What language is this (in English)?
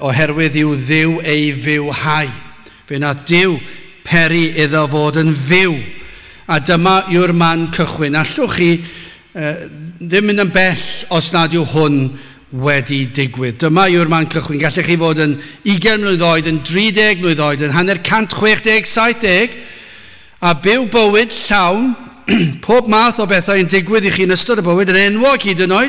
Welsh